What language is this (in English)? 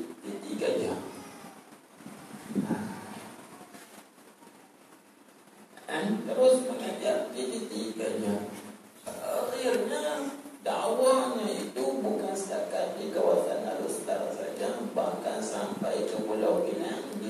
Malay